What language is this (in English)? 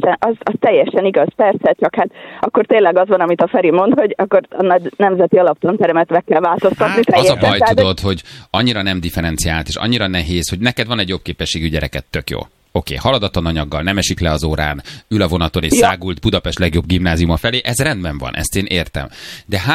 Hungarian